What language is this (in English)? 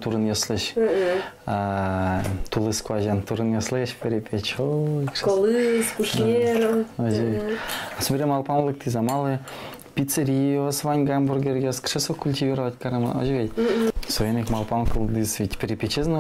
Udmurt